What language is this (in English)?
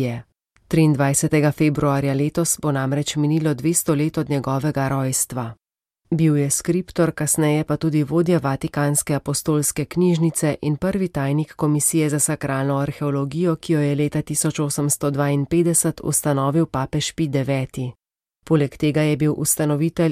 Slovenian